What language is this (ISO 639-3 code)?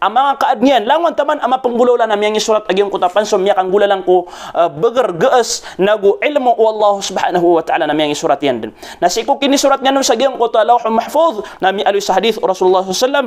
mrw